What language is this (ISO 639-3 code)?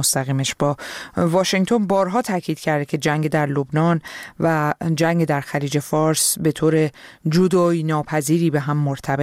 fas